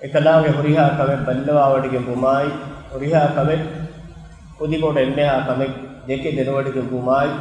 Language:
Divehi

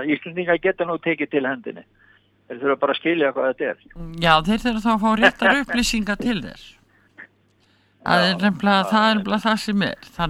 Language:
Icelandic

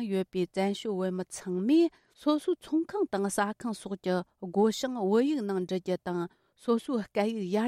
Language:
Tibetan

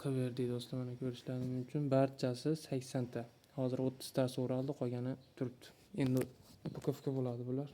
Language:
Uzbek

